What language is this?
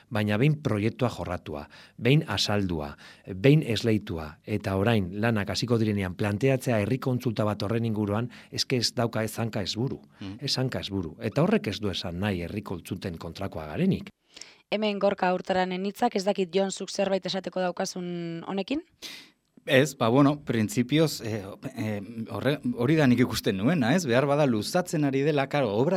Basque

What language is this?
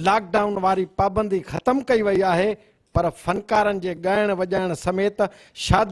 Sindhi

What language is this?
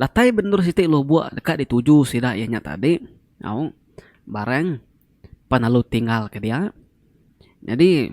Iban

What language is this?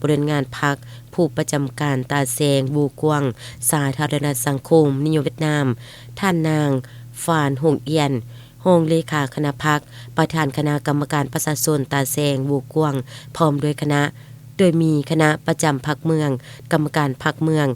Lao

